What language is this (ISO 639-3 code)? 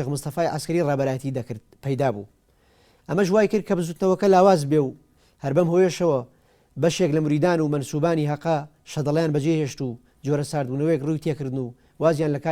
ckb